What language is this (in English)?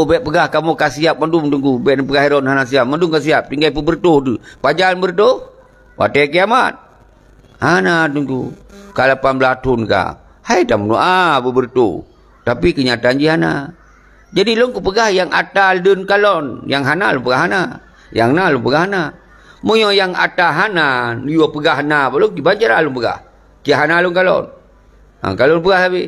Achinese